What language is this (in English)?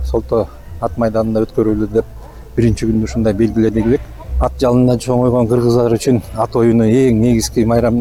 Kyrgyz